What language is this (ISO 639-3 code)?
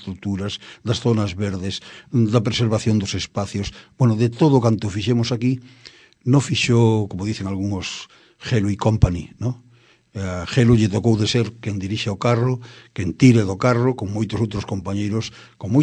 glg